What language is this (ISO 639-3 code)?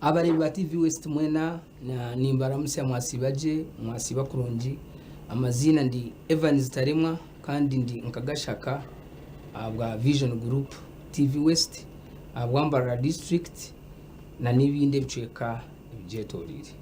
nyn